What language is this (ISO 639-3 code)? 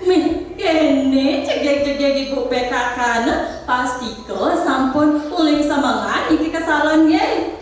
ban